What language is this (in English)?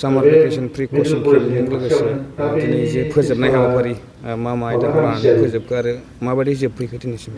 Bodo